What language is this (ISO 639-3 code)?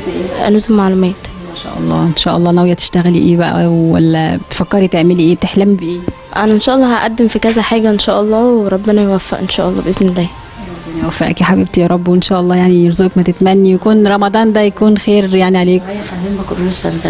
arz